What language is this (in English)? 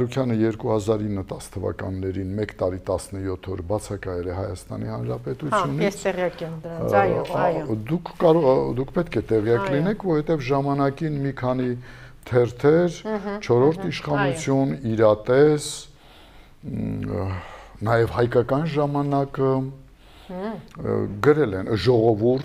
Armenian